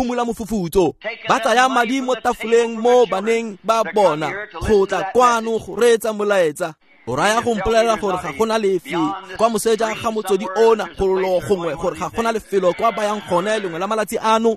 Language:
Tswana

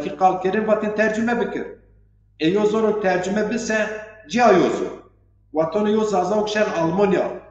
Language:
Zaza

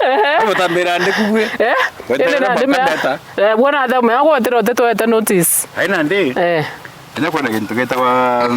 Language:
Meru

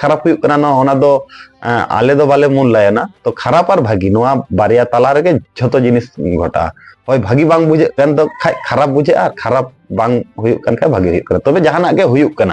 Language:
Santali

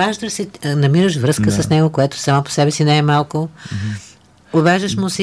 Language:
Bulgarian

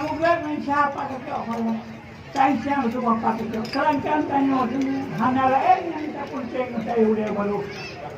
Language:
Achinese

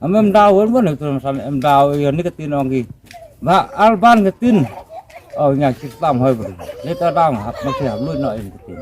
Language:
Khasi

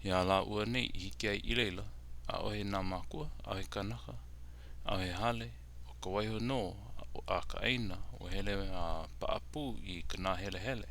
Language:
Hawaiian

